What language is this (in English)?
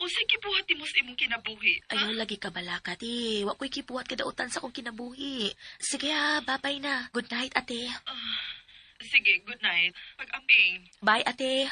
Cebuano